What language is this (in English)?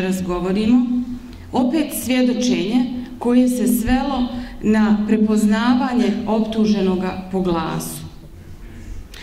Bosnian